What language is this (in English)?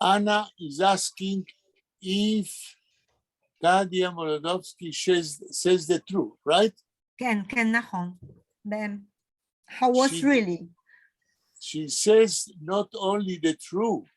Yiddish